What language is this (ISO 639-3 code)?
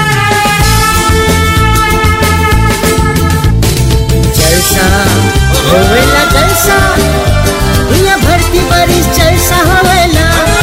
bho